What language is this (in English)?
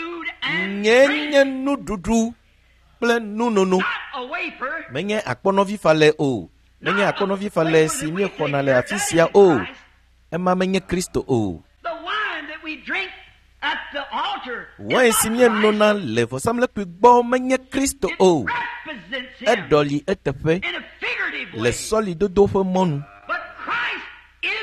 Ewe